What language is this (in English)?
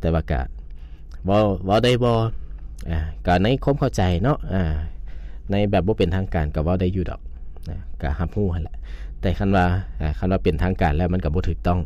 Lao